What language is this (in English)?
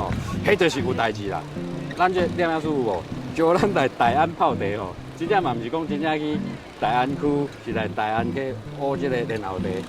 Min Nan Chinese